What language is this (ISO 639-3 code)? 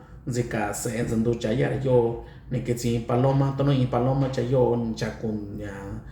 mix